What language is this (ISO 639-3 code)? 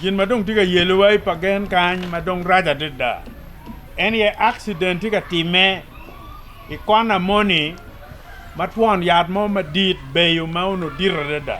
ach